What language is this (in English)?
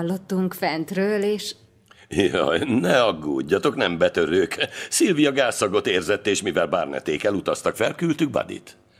Hungarian